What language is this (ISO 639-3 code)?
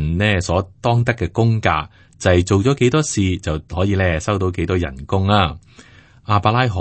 yue